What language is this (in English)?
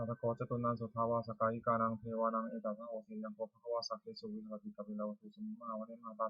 Pali